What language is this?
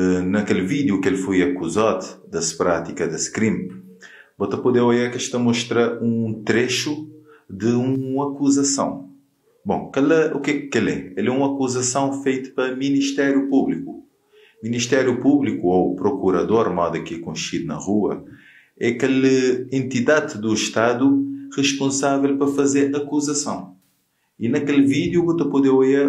Kabuverdianu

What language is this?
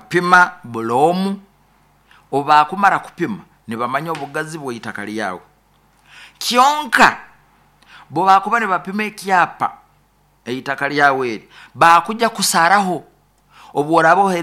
Nyoro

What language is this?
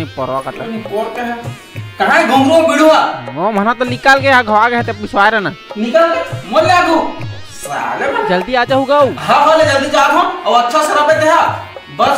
Chhattisgarhi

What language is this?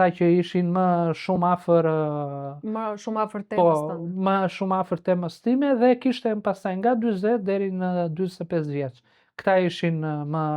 Albanian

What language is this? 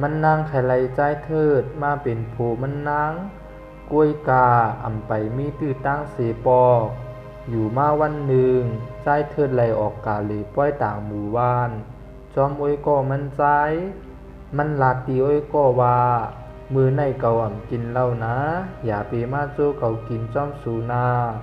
Shan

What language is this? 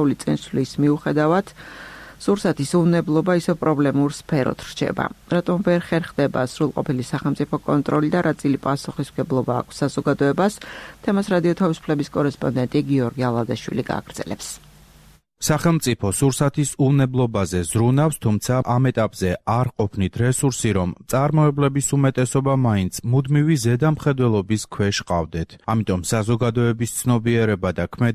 Georgian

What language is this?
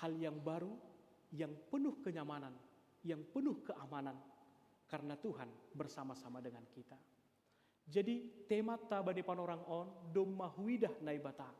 Batak Simalungun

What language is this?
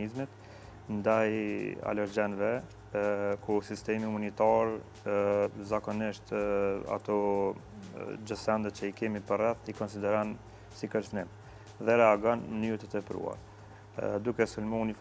Albanian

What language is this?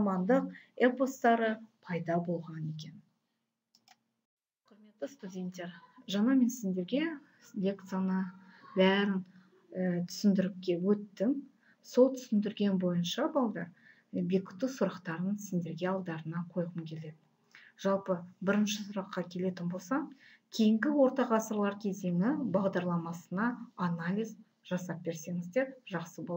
Kazakh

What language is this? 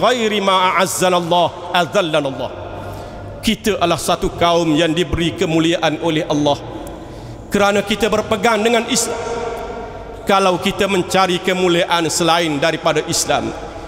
Malay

